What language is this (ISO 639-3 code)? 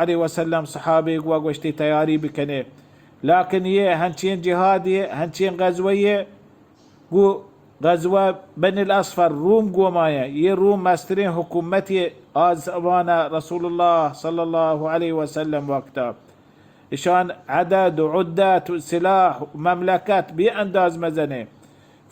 bal